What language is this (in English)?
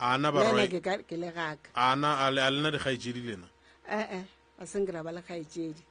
Northern Sotho